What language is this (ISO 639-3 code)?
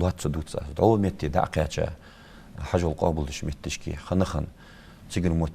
inh